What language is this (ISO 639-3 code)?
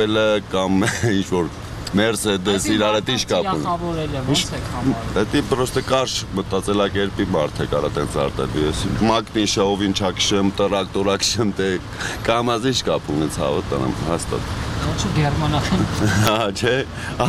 hye